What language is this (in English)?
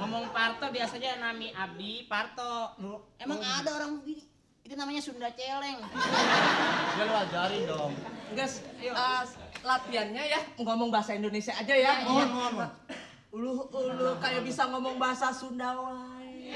Betawi